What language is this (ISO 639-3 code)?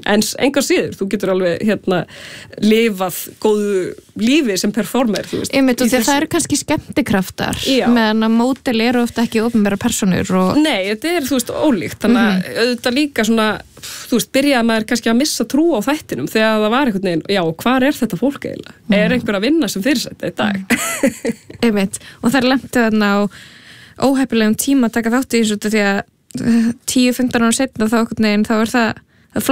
isl